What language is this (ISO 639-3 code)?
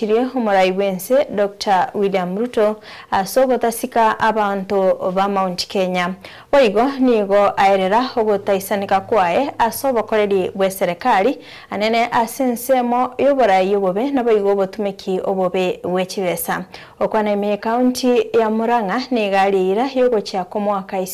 guz